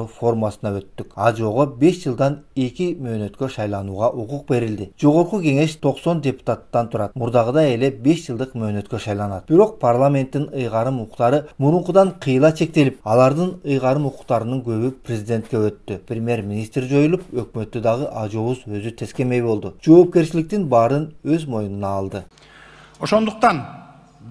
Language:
Kyrgyz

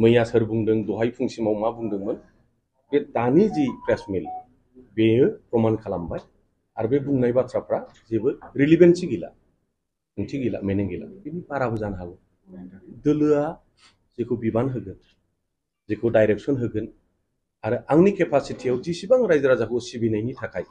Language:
Bodo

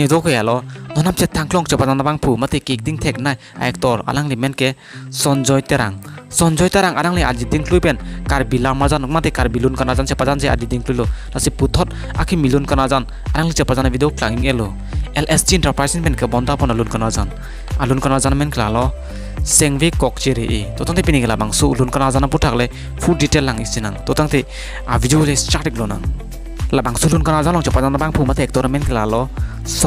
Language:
Karbi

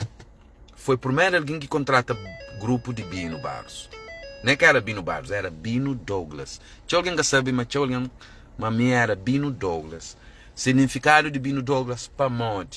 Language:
Kabuverdianu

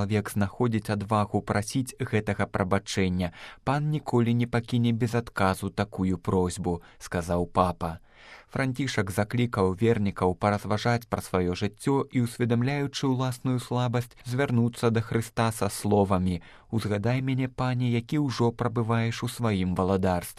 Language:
Belarusian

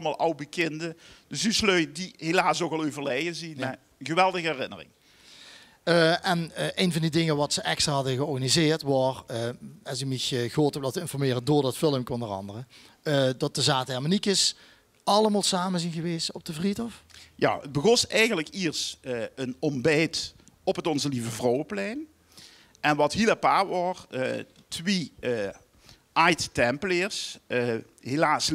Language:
Limburgish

